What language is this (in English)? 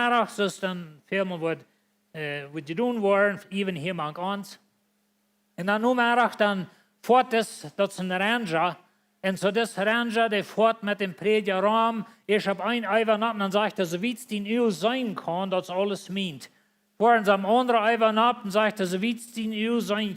Plautdietsch